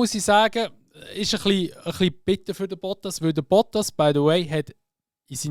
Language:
Swiss German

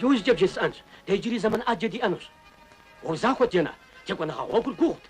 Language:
Kabardian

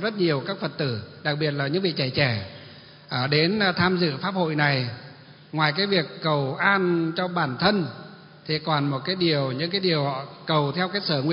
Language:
Vietnamese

